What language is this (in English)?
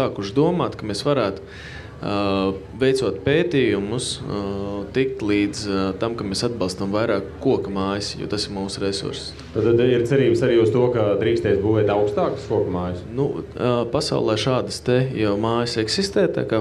Latvian